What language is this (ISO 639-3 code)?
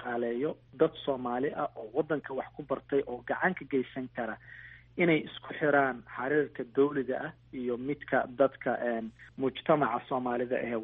som